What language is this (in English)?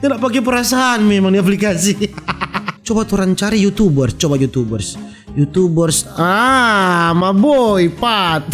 Manado Malay